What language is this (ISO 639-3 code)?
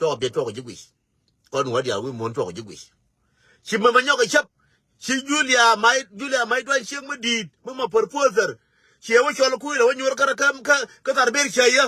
nus